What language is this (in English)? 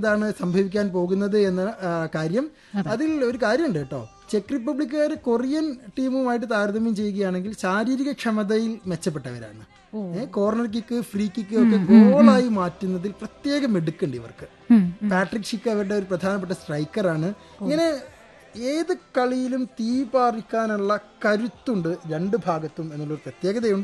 Malayalam